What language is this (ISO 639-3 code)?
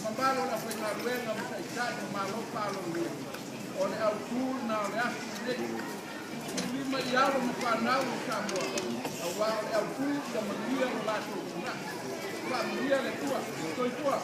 smo